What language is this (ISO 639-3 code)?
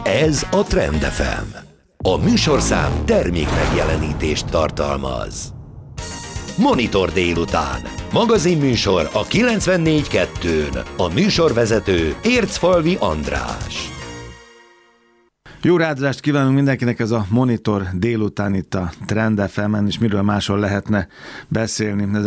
hun